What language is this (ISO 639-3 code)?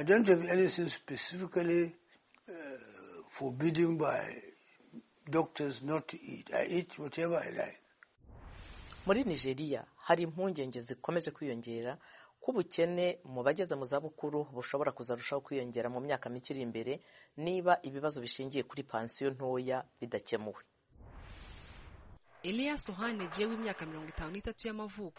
kin